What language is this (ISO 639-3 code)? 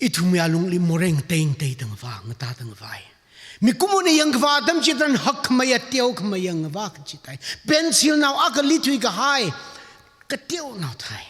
nmf